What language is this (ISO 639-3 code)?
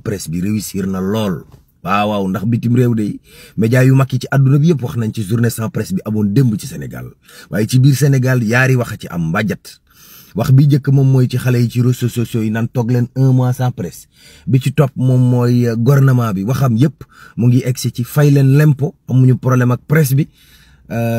wol